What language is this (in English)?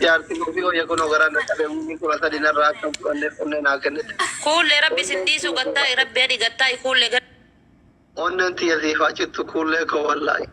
Oromo